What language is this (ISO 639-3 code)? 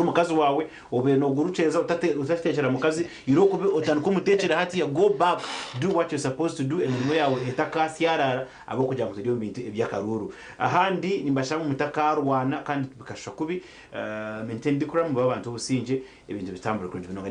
nyn